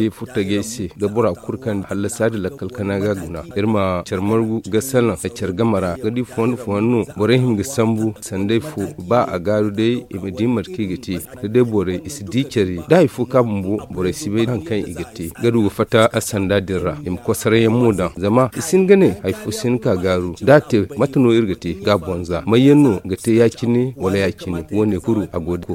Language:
Zarma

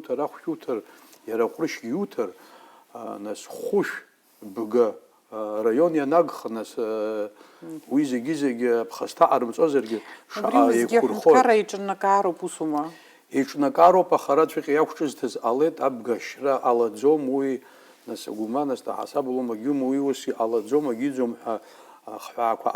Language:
Abkhazian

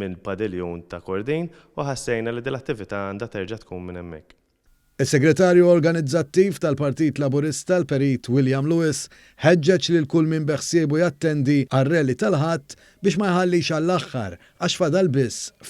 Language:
Maltese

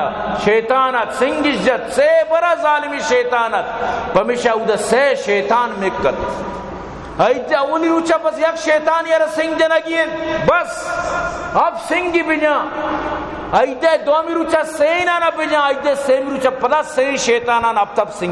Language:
Eastern Balochi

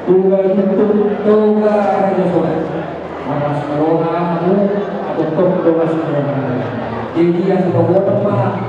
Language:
Batak Toba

